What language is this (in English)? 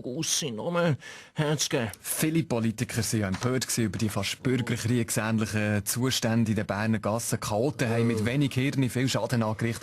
Swiss German